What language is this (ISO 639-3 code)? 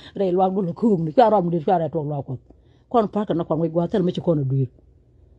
nus